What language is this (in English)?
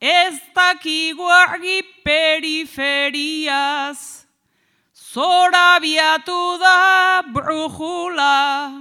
Basque